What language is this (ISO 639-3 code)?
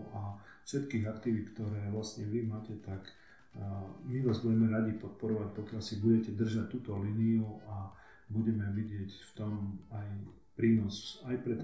slk